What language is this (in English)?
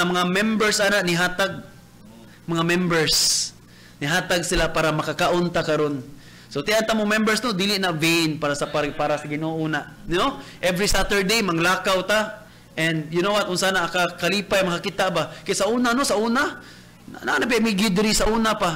Cebuano